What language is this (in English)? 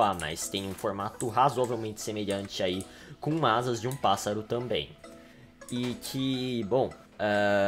Portuguese